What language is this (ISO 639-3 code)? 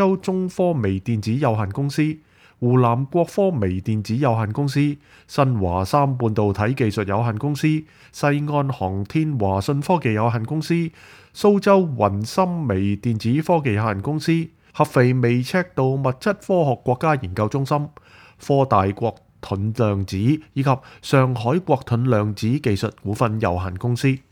yue